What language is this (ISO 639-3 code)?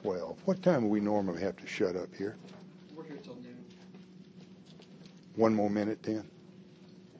eng